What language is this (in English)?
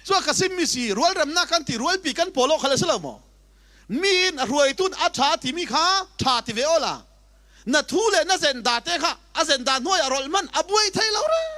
Falam Chin